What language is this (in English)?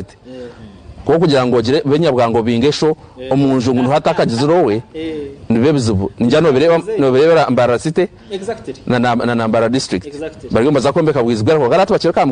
Nyankole